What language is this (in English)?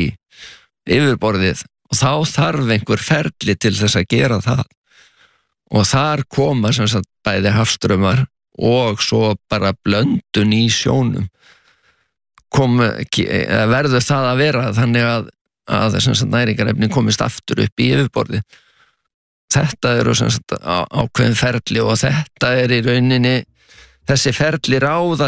Icelandic